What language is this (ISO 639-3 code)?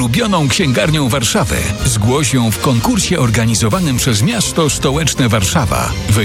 pol